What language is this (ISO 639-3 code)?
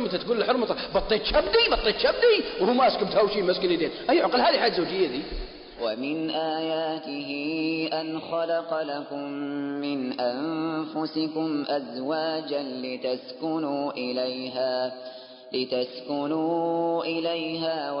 ara